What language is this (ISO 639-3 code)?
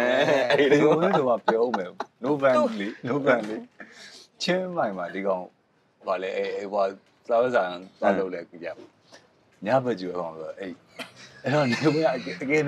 mya